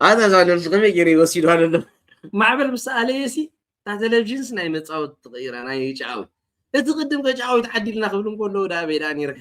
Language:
Tigrinya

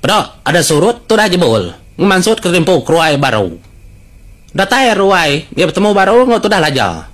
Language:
Iban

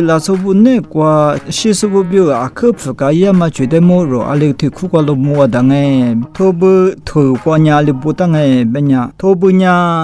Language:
Lisu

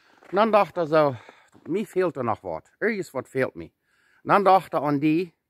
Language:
Plautdietsch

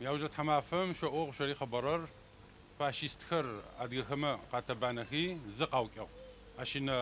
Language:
Adyghe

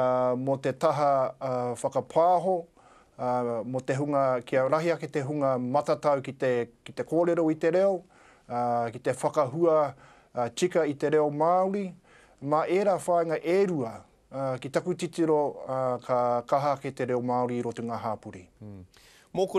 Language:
Māori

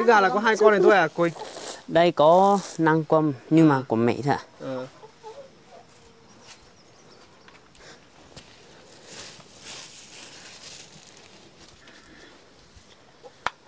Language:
Vietnamese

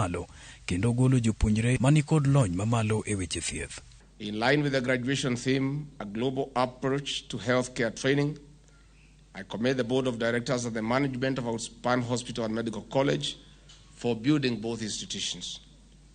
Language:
Luo (Kenya and Tanzania)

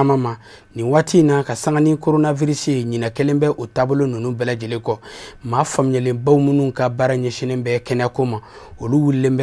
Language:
Bambara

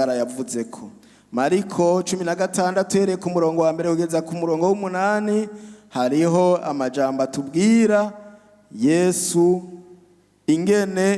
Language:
Rundi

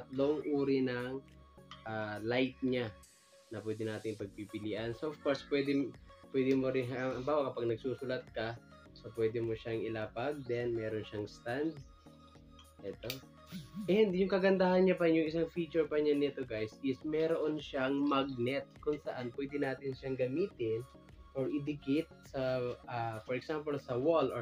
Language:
Filipino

